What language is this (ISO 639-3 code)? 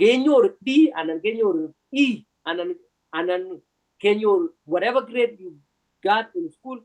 kln